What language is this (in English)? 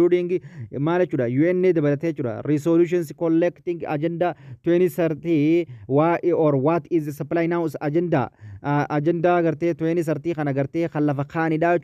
Oromo